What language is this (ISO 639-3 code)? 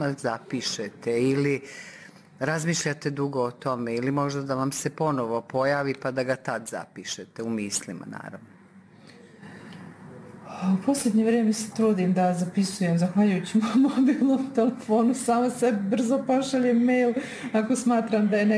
bos